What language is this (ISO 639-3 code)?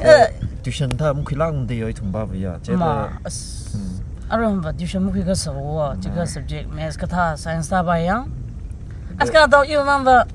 nmf